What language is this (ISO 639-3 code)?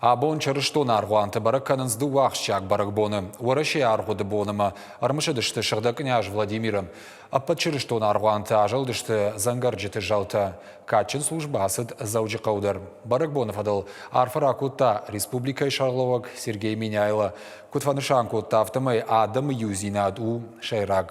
oss